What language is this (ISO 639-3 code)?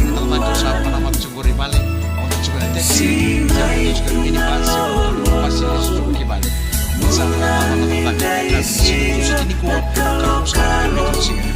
fij